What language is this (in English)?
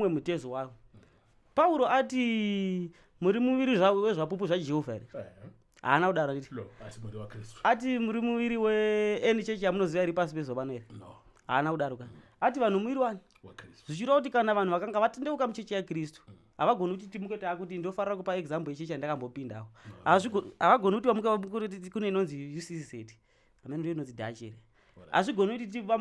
Shona